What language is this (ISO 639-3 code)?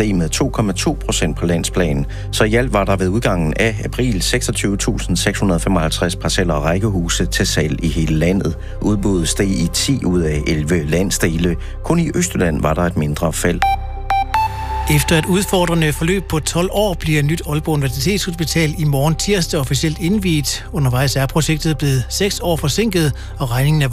dan